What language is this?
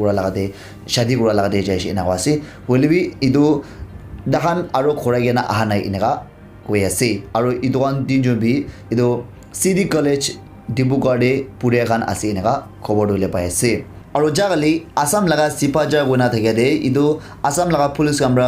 Naga Pidgin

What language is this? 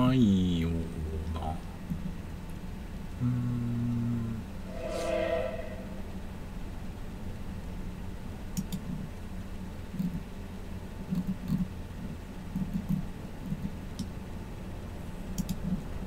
Japanese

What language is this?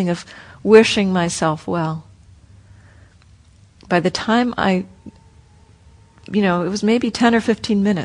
English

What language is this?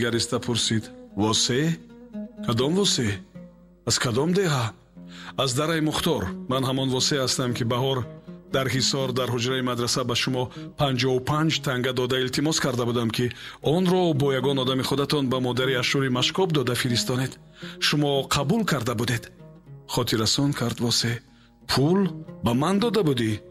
Tajik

